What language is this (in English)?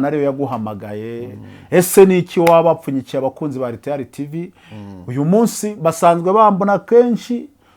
Kinyarwanda